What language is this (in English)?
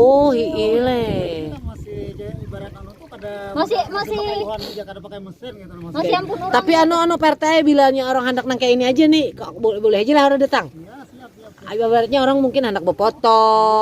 Banjar